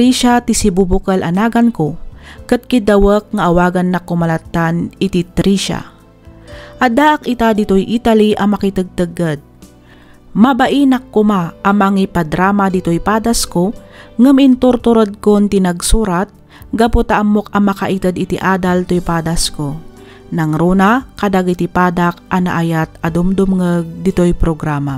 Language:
Iloko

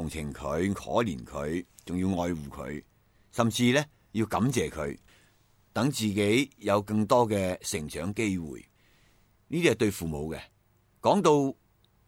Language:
Cantonese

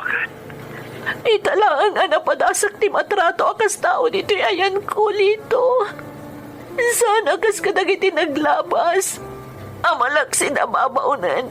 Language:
Iloko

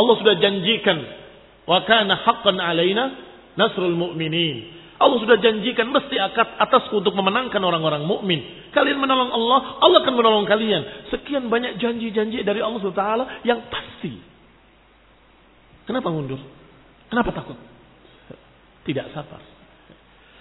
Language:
Indonesian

